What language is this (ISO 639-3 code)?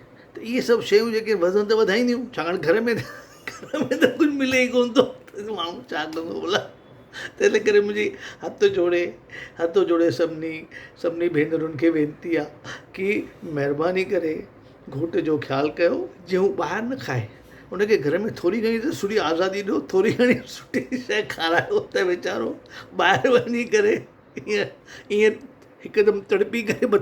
snd